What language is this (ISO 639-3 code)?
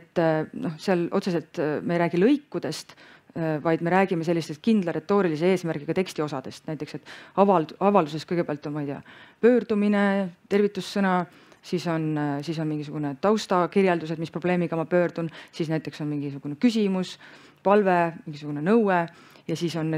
est